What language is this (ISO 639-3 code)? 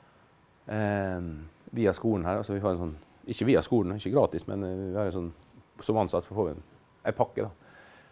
nor